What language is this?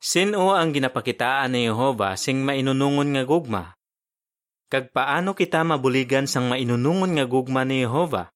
Hiligaynon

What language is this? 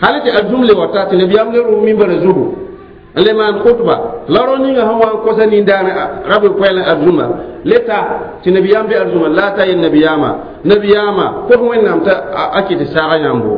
Mossi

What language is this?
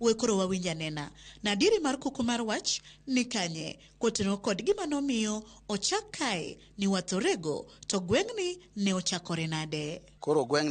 Luo (Kenya and Tanzania)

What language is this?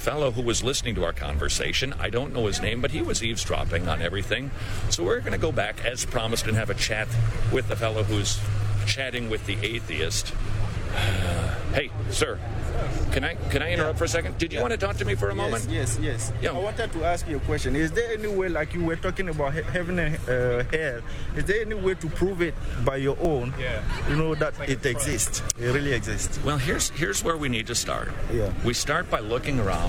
English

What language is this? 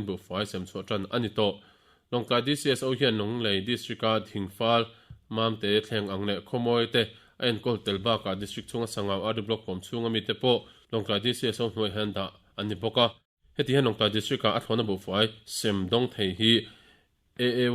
Mizo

